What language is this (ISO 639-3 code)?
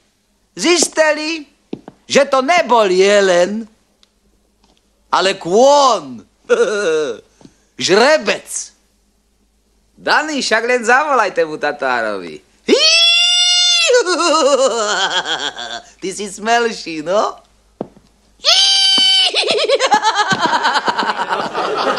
slk